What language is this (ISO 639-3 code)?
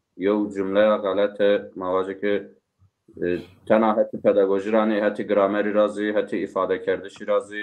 zza